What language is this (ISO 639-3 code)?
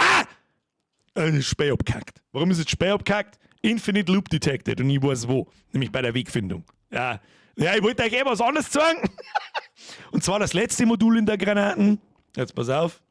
bar